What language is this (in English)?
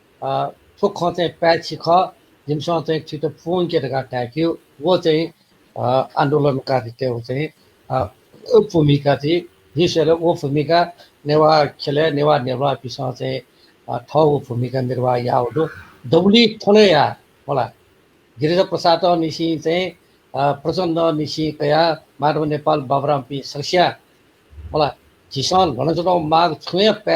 Newari